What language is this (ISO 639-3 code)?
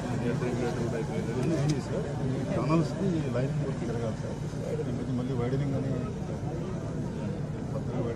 tel